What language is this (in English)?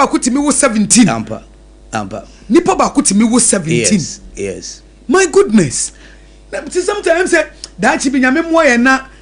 Akan